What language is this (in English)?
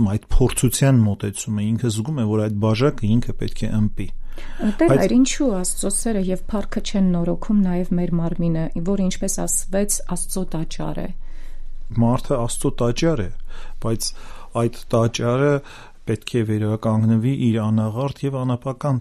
Armenian